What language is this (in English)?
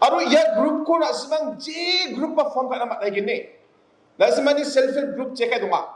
Garo